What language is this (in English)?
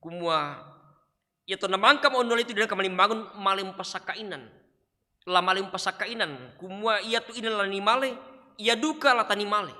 Toraja-Sa'dan